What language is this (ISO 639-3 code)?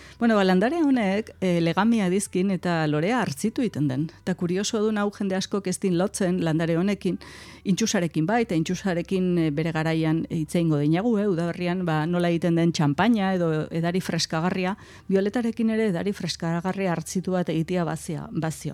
eus